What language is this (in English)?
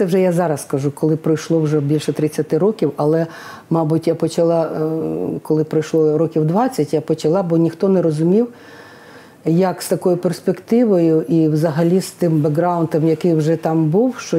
Ukrainian